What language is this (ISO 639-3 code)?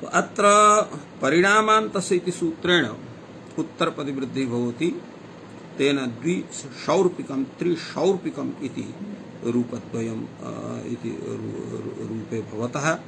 san